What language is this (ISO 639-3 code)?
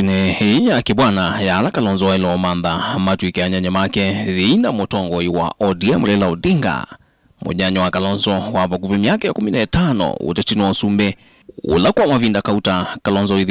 kam